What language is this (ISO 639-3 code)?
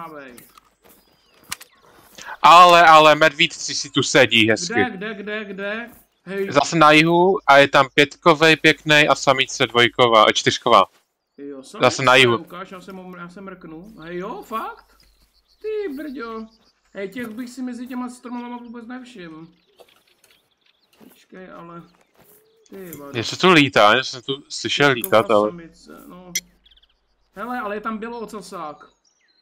ces